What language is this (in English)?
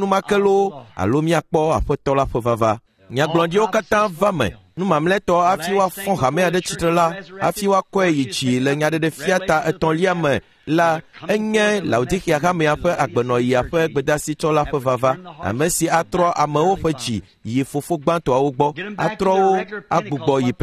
Ewe